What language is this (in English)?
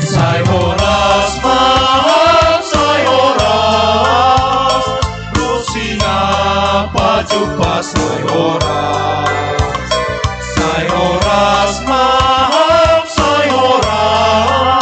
Batak Simalungun